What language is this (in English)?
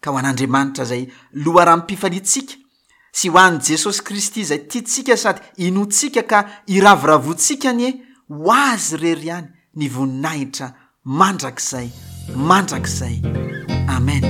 Malagasy